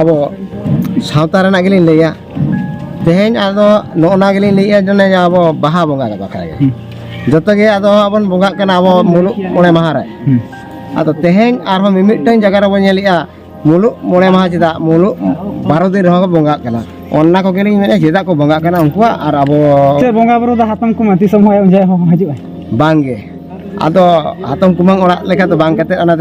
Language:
Santali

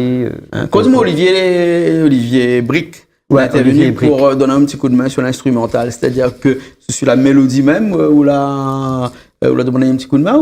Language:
Réunion Creole French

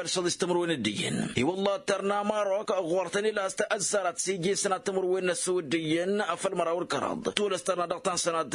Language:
Tamasheq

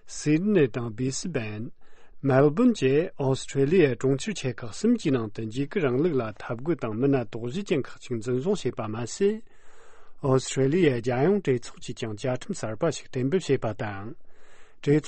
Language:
Tibetan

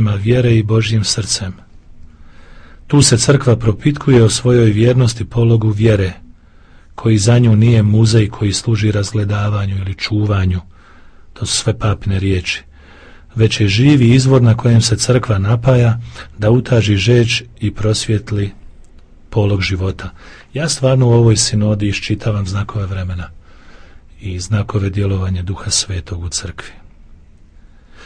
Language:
Croatian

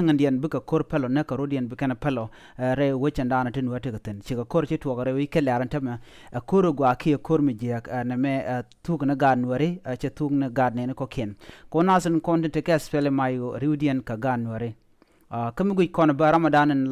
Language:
Nuer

